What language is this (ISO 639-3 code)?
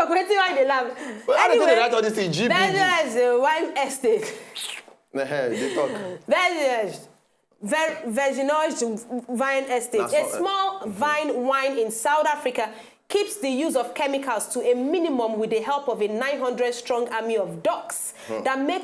pcm